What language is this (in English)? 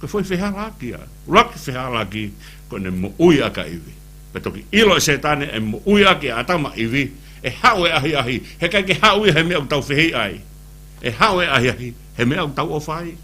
Tongan